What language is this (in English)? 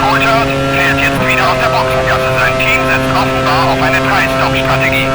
Bavarian